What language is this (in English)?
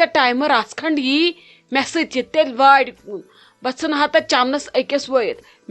Kashmiri